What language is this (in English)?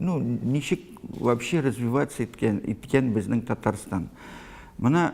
Tatar